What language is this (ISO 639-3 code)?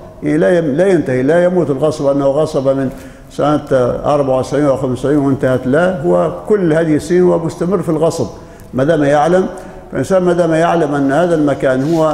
ara